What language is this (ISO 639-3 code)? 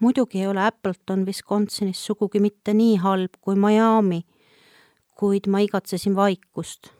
est